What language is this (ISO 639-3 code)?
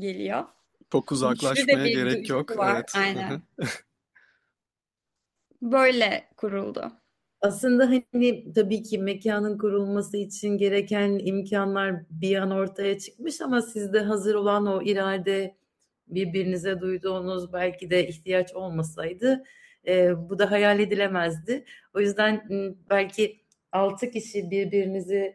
tur